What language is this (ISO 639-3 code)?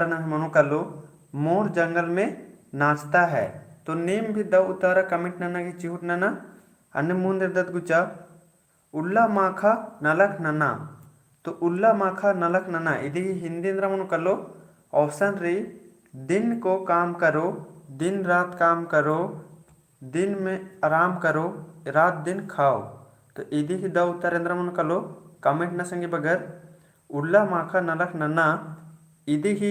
kru